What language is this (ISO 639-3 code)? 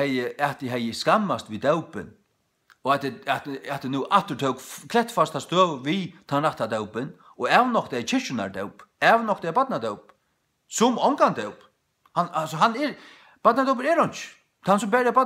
fao